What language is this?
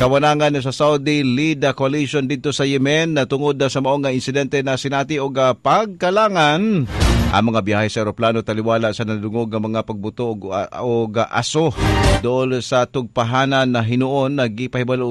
Cebuano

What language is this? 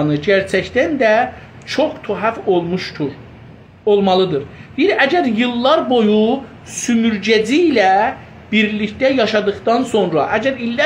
South Azerbaijani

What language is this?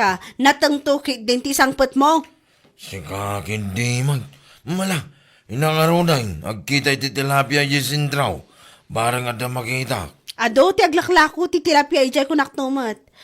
Iloko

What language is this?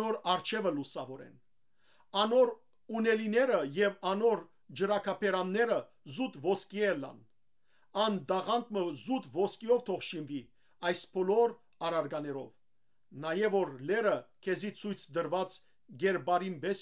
Western Armenian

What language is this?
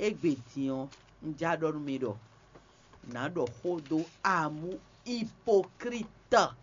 Fon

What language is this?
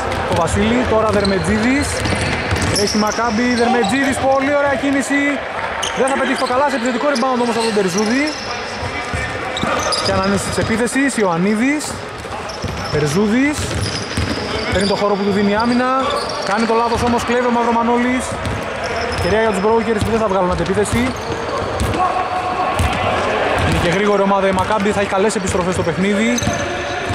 Greek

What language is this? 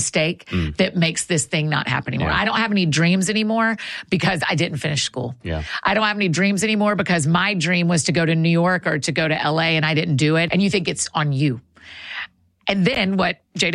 English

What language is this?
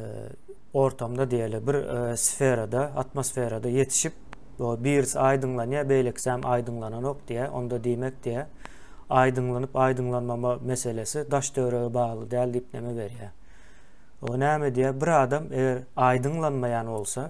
Turkmen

